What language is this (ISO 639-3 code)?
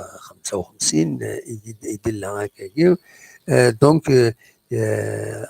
kab